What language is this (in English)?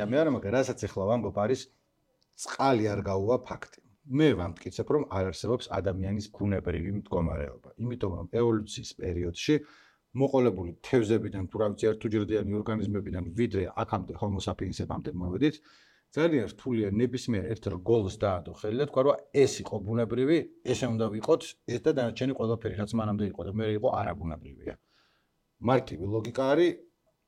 Georgian